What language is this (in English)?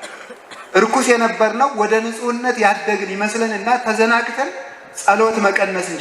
Amharic